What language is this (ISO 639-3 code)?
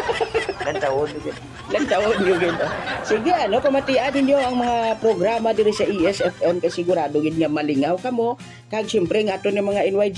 hil